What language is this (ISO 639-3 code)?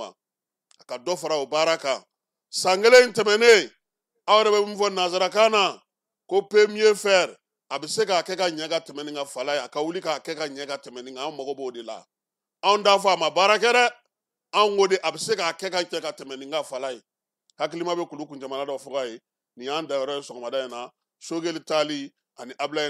bam